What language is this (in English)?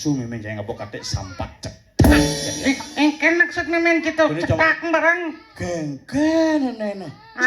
Balinese